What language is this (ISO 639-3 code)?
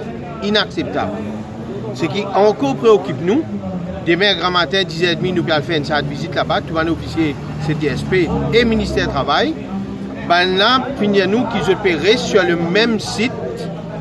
mfe